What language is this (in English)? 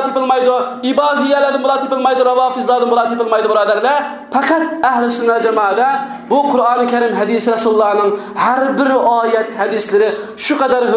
Uyghur